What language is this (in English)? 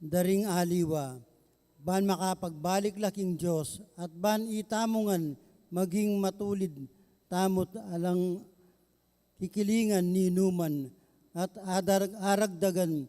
Pampanga